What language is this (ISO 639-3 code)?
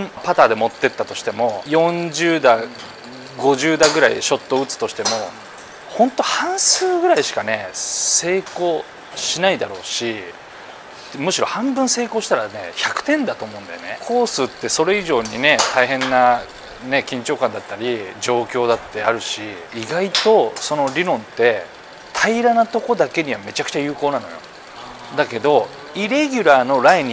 jpn